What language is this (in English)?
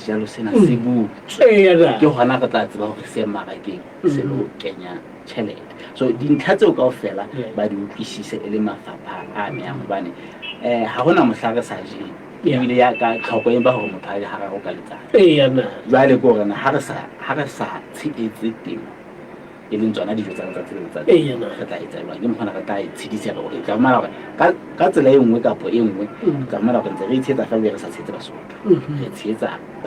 Southern Sotho